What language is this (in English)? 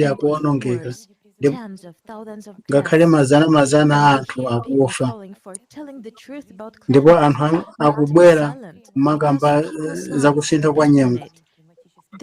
Nyanja